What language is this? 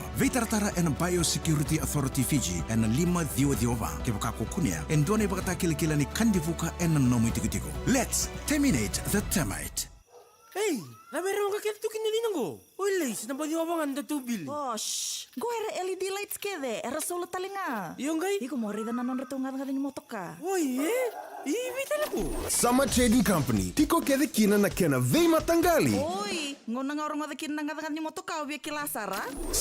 Fijian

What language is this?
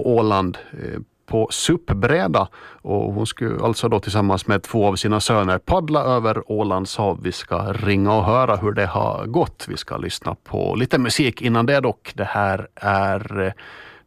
Swedish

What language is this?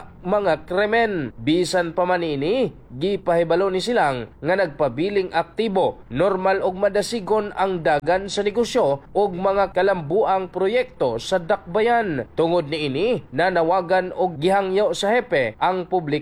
Cebuano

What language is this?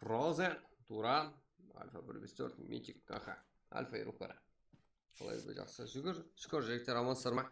Kara-Kalpak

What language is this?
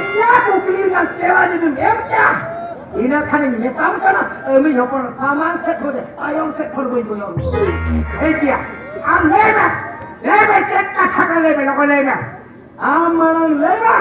Santali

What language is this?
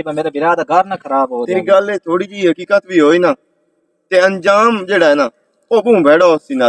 Western Panjabi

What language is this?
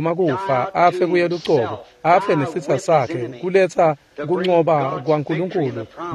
Swati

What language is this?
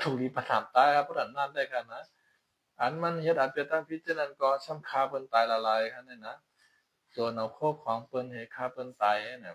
Shan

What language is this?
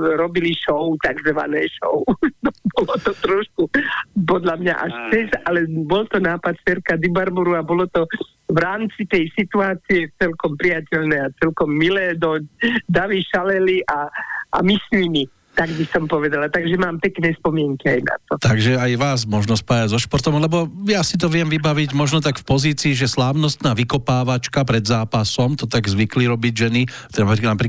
Slovak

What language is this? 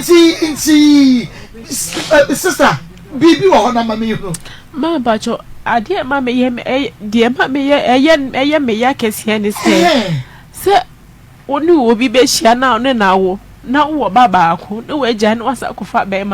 Akan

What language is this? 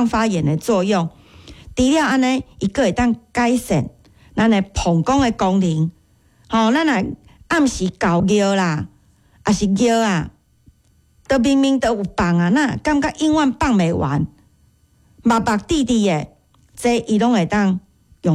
Min Nan Chinese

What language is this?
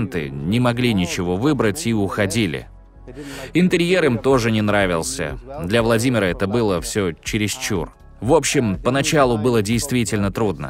Russian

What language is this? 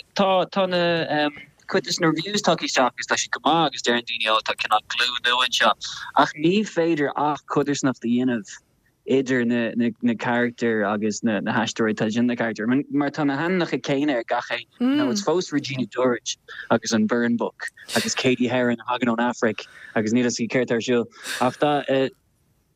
Irish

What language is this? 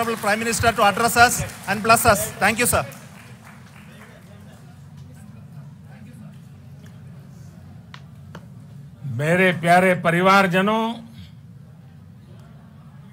Marathi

